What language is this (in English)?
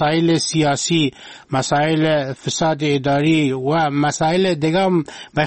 Persian